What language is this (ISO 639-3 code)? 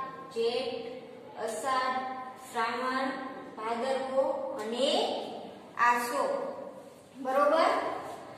guj